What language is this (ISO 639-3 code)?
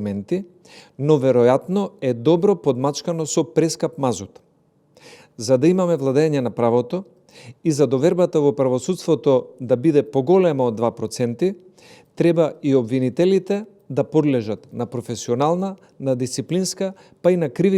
mkd